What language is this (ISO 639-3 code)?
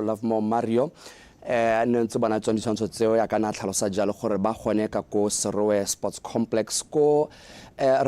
tsn